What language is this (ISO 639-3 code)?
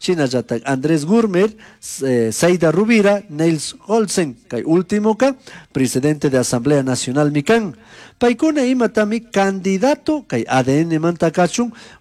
qug